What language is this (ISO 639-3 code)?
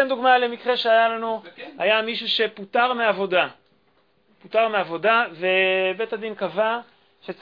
heb